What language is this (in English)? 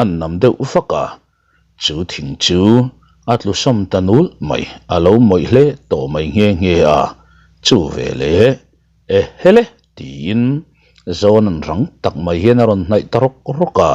Mizo